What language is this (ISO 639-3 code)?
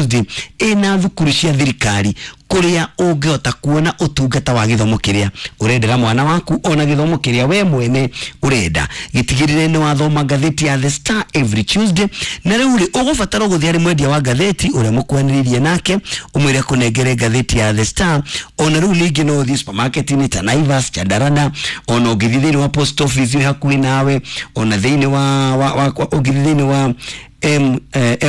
kik